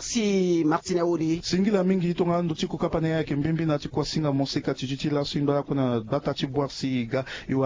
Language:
Sango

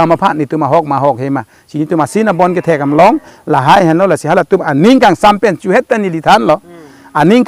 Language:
Karbi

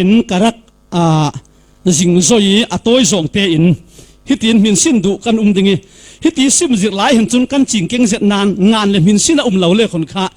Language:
Falam Chin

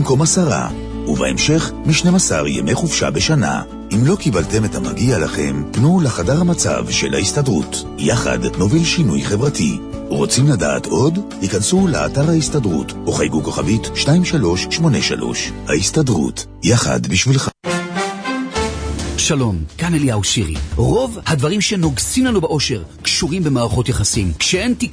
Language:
Hebrew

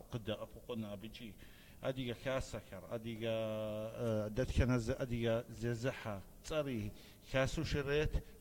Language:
Kabardian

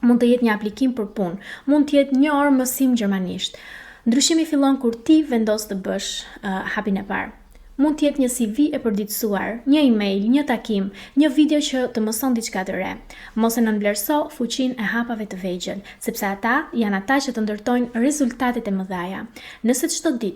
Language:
Albanian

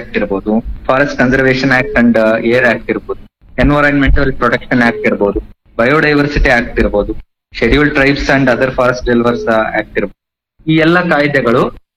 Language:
Kannada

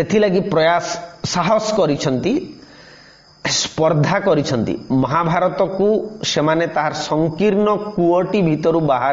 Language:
Odia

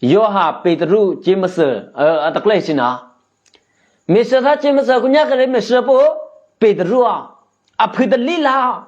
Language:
Eastern Kayah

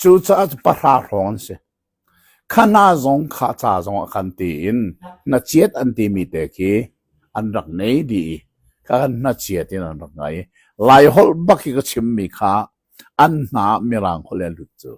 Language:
Hakha Chin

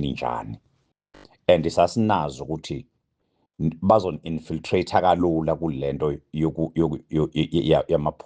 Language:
Zulu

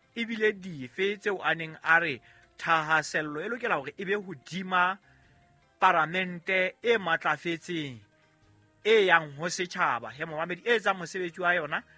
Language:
Southern Sotho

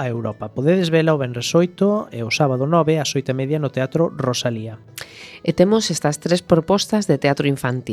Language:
Galician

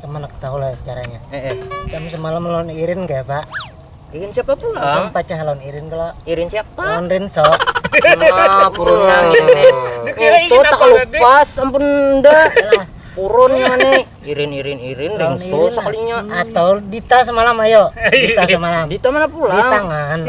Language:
Banjar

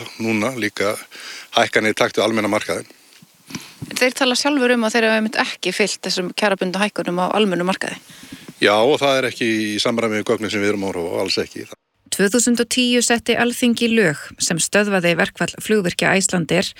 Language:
Icelandic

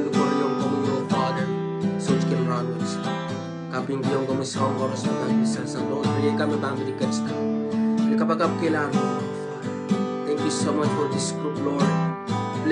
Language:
Pohnpeian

